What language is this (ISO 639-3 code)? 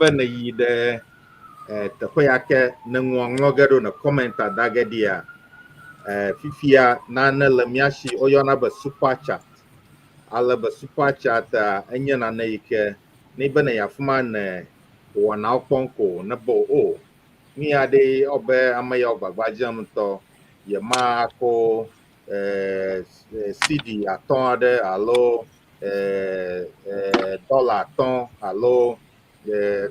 ewe